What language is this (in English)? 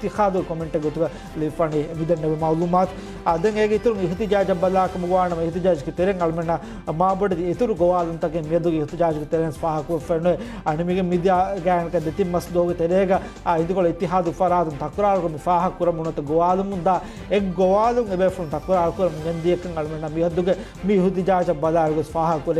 Divehi